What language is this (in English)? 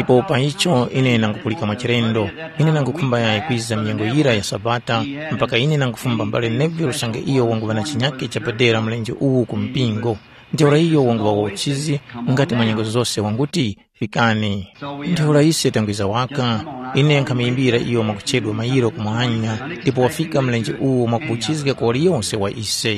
Tumbuka